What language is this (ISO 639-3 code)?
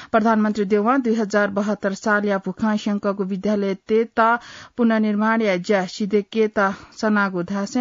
new